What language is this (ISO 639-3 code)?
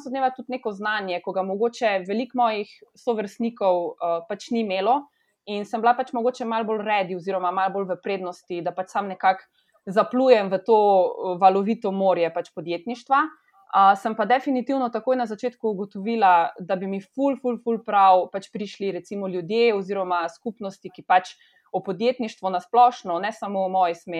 slv